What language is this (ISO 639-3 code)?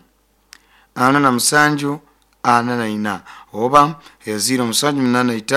nyo